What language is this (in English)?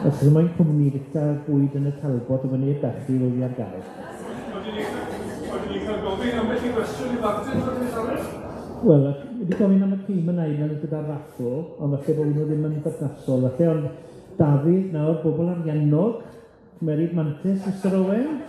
Welsh